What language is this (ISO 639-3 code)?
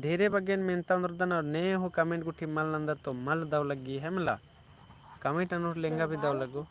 kru